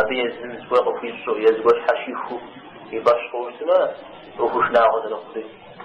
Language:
Kabardian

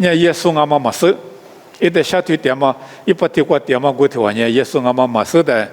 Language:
Lisu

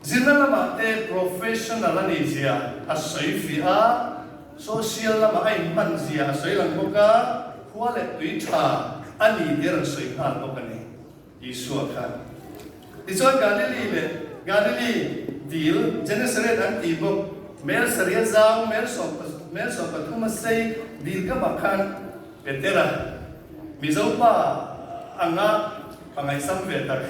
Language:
Mizo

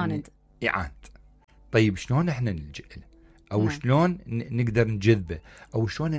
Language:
Mesopotamian Arabic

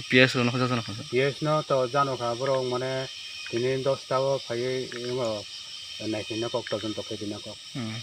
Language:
Kok Borok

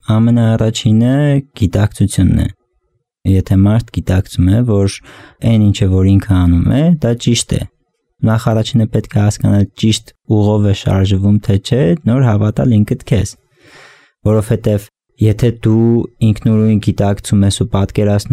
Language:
Armenian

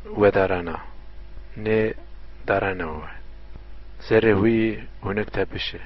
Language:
Zaza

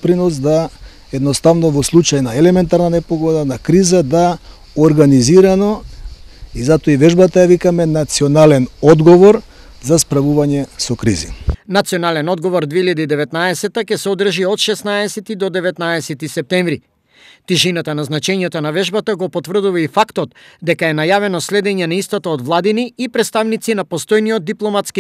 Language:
Macedonian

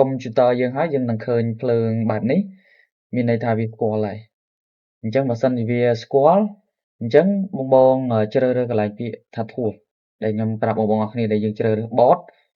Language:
Khmer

